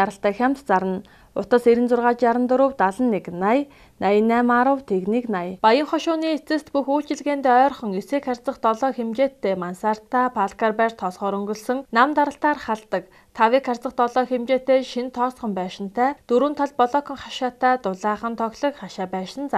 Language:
Mongolian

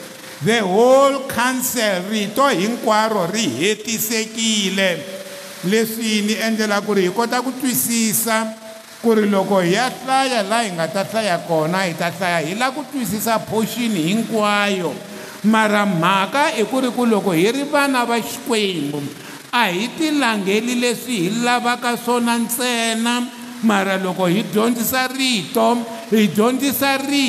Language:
Tsonga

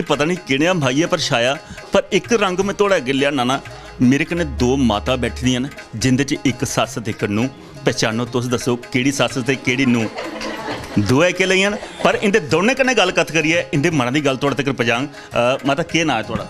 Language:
Dogri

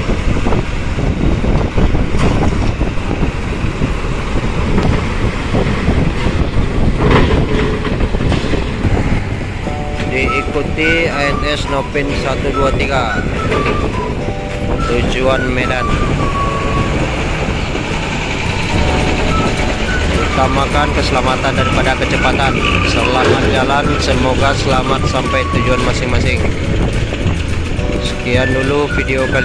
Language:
Indonesian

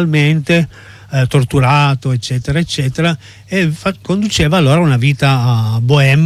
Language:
Italian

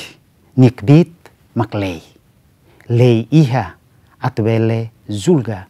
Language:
Tetum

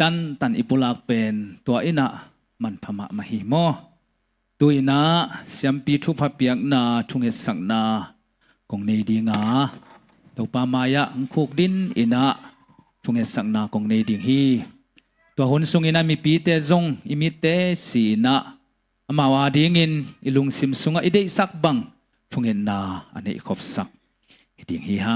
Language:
Tedim Chin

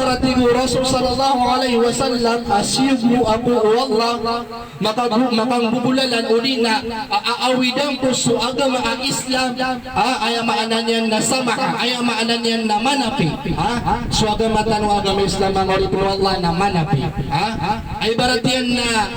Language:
Maranao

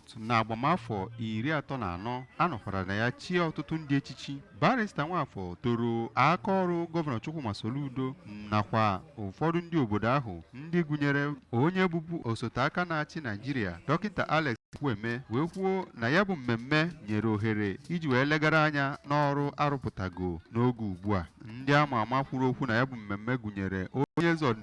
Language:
Igbo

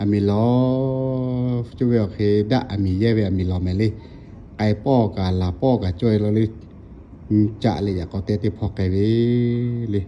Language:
Lahu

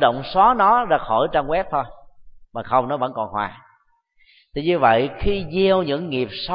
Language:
Vietnamese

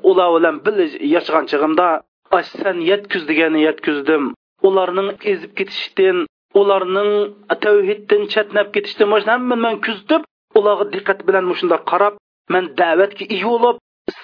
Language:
Uyghur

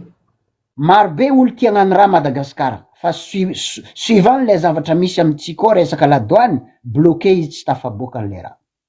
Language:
Malagasy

